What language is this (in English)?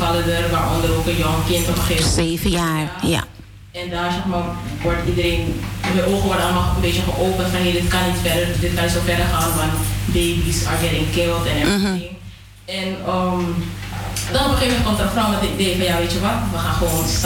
Dutch